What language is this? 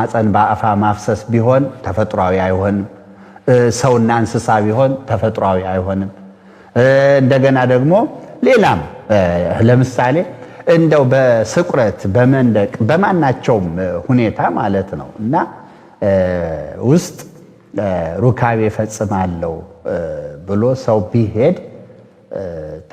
Amharic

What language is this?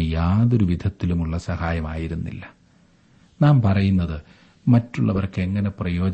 Malayalam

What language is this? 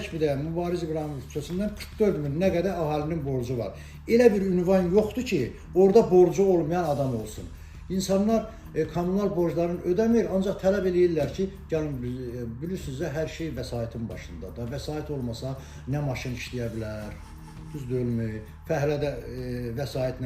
Azerbaijani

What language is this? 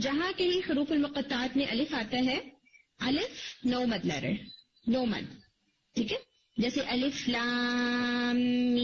Urdu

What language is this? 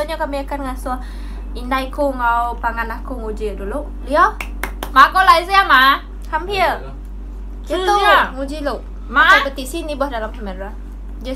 Iban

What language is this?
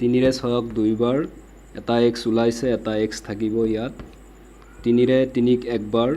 Assamese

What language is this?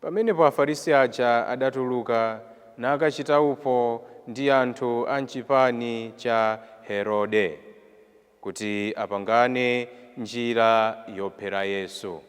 Nyanja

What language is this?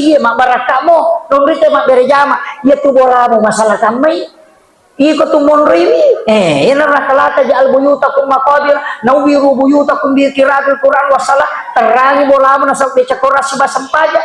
Buginese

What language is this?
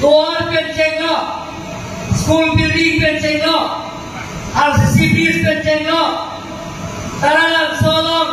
Karbi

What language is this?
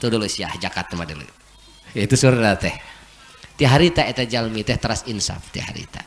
Sundanese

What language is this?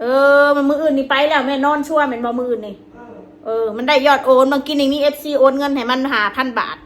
Northeastern Thai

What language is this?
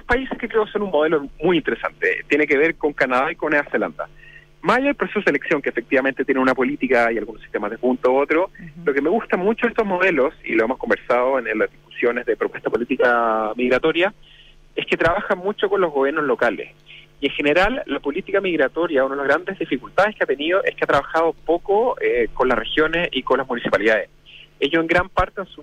Spanish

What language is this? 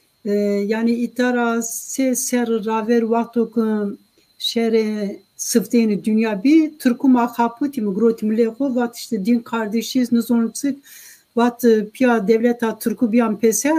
Zaza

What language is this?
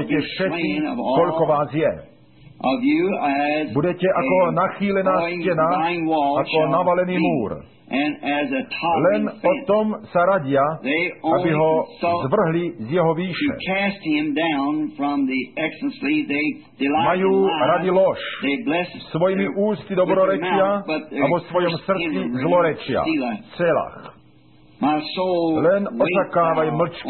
Slovak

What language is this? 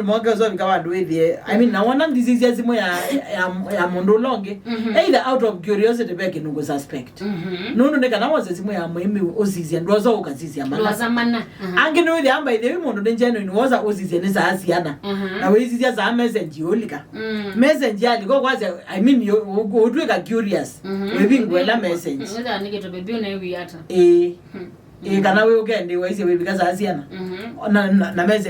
Kamba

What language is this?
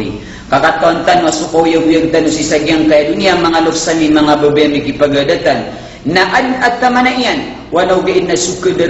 Maranao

